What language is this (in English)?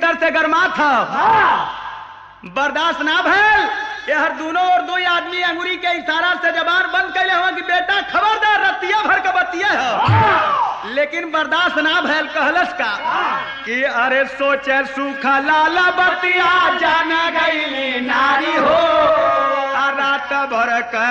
Bhojpuri